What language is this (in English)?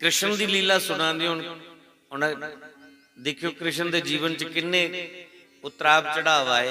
Dogri